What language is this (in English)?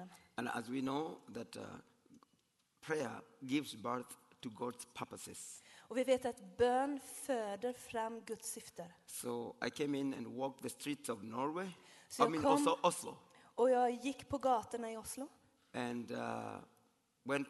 Swedish